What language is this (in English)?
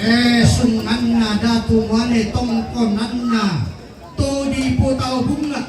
Toraja-Sa'dan